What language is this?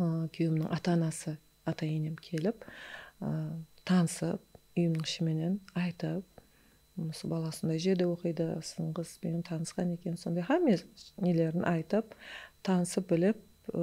Kara-Kalpak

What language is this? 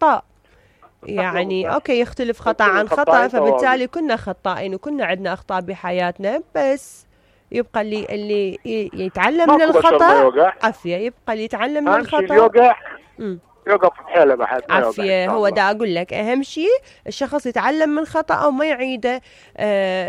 Mesopotamian Arabic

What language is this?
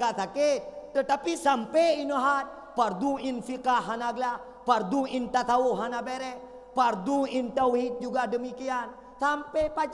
Achinese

